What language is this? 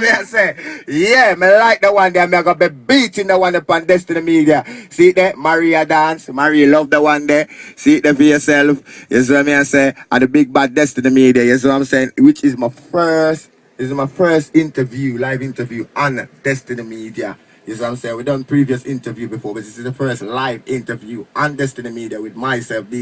Jamaican Creole English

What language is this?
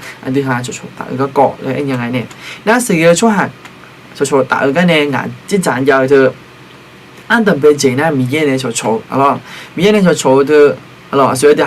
Akha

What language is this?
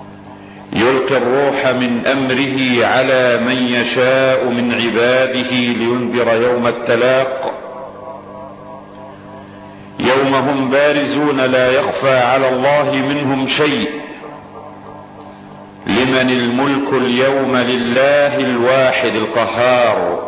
Arabic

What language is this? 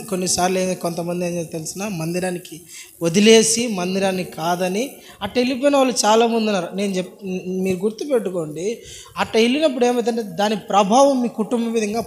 Telugu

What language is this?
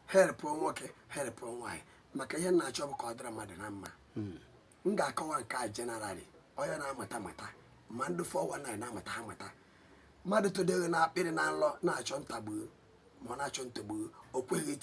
Igbo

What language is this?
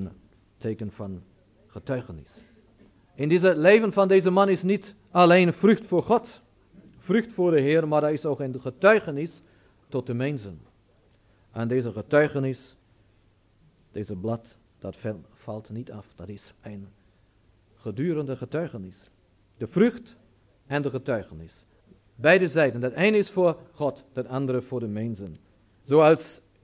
Dutch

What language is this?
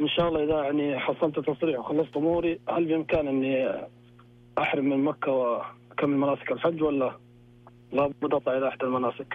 Najdi Arabic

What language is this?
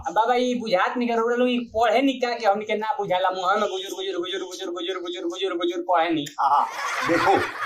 Bhojpuri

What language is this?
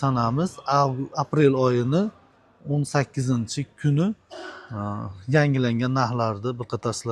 Uzbek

